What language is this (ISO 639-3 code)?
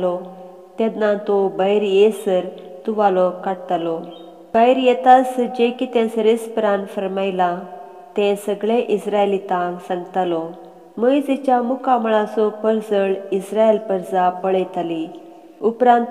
kok